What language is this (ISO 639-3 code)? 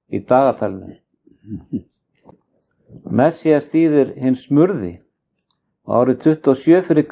isl